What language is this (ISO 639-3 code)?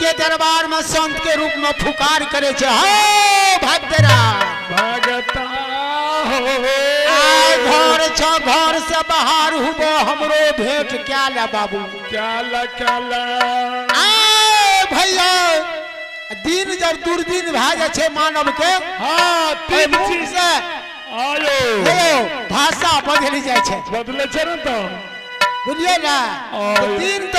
mai